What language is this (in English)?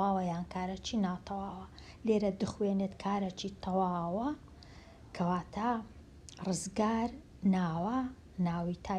Central Kurdish